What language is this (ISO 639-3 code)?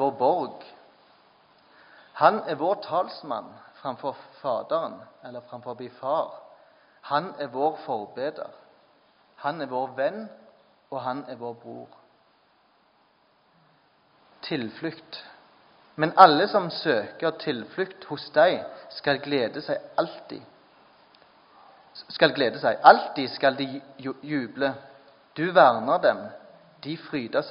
nor